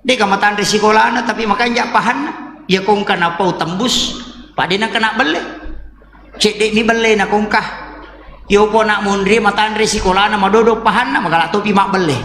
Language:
Buginese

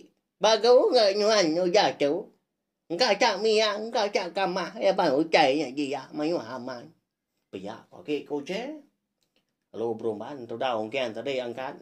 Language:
Iban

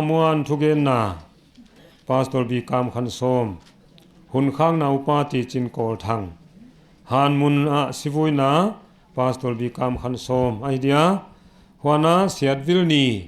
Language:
Paite Chin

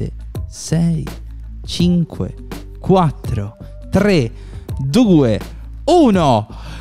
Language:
Italian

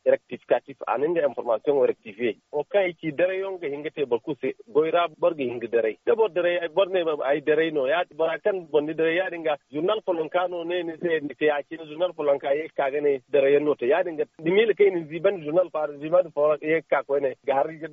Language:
Zarma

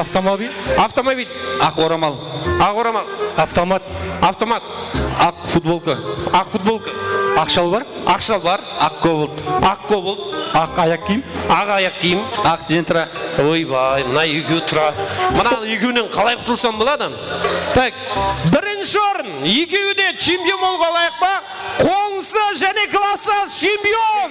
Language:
Kara-Kalpak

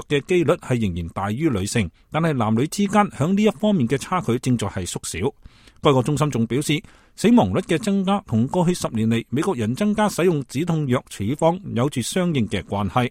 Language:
Cantonese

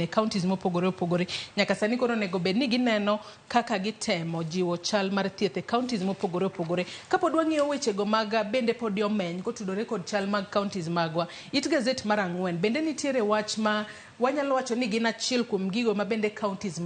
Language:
Luo (Kenya and Tanzania)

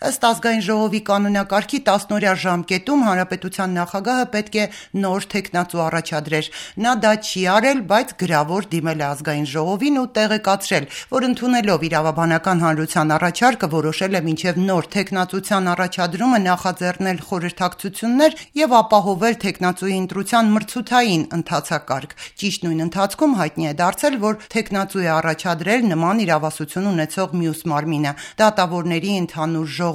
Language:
Armenian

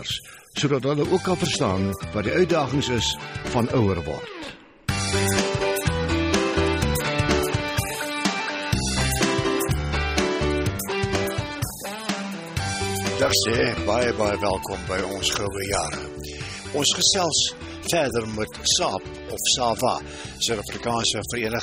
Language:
Afrikaans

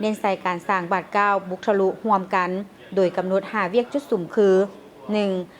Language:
Lao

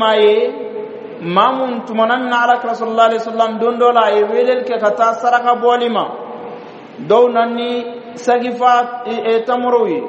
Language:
Bambara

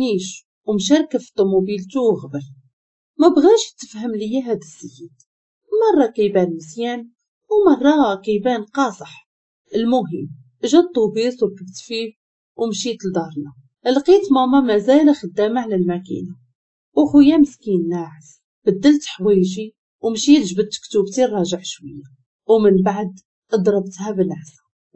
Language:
Moroccan Arabic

